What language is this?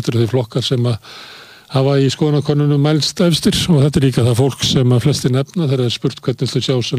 Icelandic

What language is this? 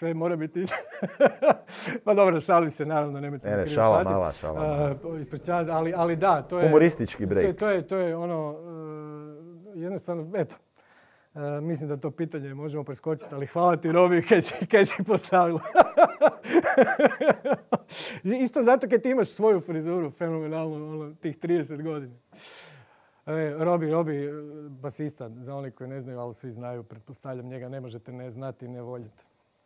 Croatian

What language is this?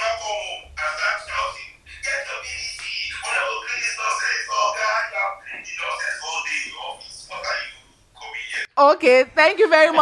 Nigerian Pidgin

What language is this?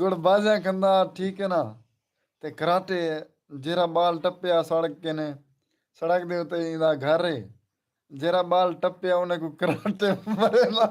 Saraiki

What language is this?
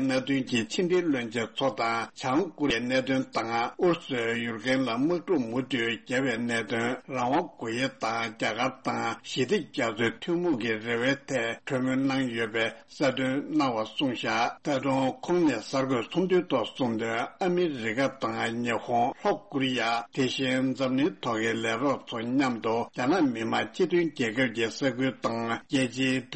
Tibetan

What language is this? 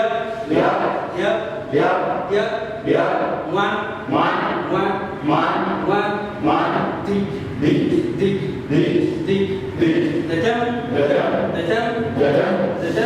Dinka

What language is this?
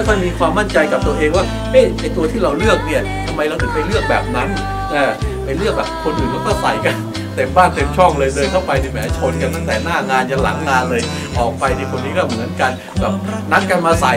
Thai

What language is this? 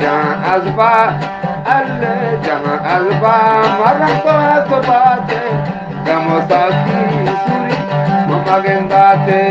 Eastern Balochi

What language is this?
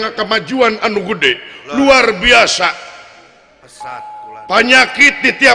Sundanese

